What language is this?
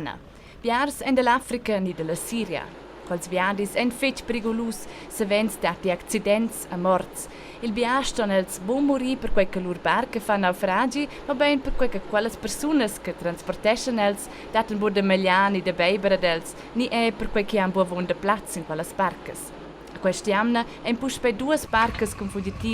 Romansh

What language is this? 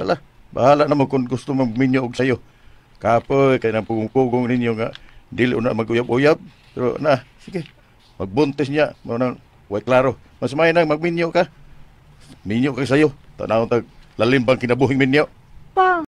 Cebuano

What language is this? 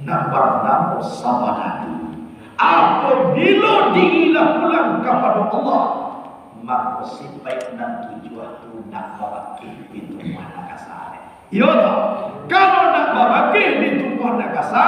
Minangkabau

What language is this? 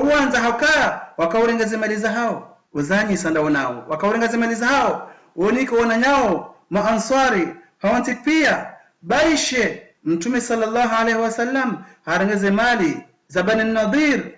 Ngazidja Comorian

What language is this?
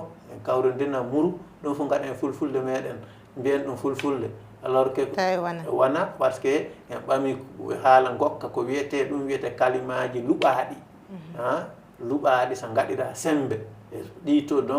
Fula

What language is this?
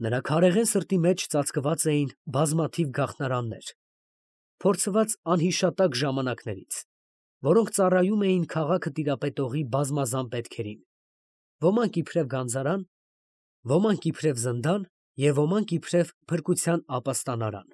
Armenian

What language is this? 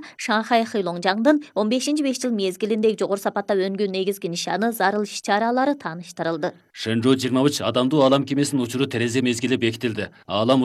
Kyrgyz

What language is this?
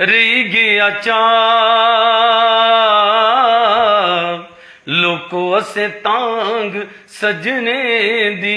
Dogri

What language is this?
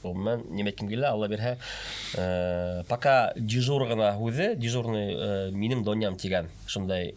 Bashkir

